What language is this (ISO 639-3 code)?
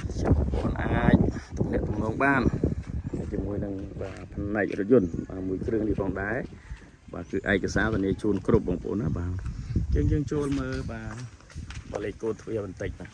khm